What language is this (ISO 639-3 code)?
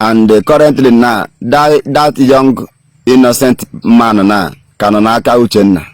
ibo